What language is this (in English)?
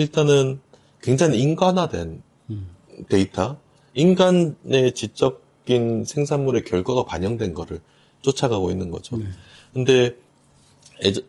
Korean